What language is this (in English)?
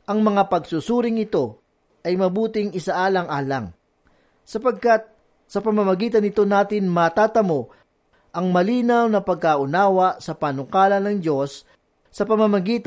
Filipino